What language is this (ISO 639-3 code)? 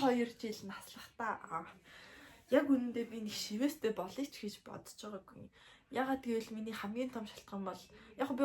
mon